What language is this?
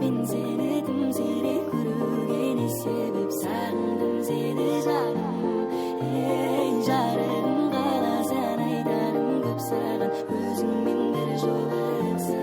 Kara-Kalpak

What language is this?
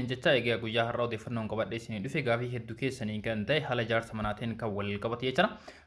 Oromo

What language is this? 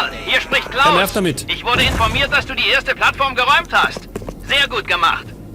Bavarian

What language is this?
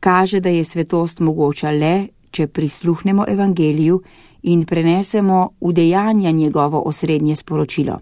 Slovenian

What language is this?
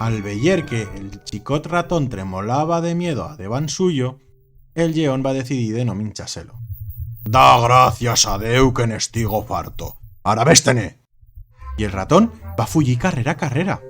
Aragonese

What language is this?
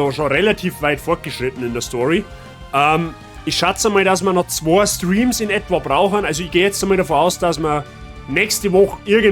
Bavarian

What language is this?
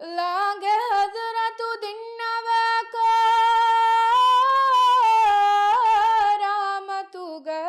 Divehi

